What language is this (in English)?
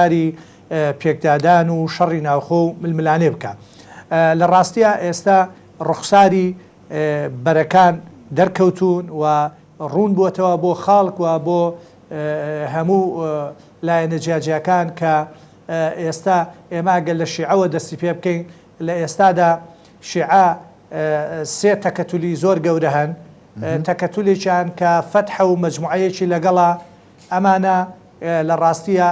Central Kurdish